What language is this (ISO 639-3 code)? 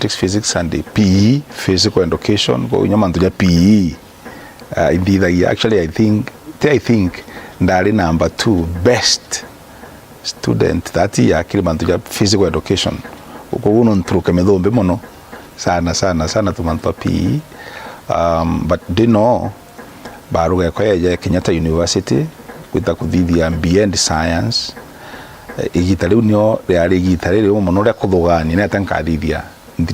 mer